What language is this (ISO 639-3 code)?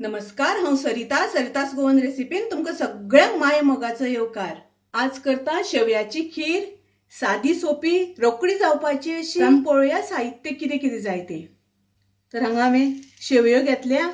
kok